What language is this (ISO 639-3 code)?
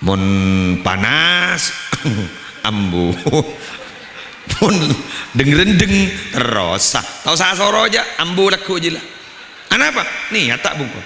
mad